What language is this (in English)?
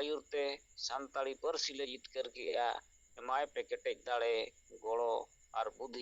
Santali